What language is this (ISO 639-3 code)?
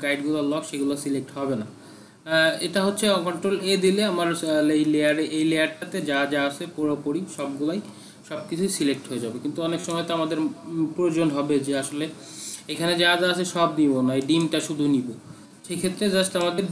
ben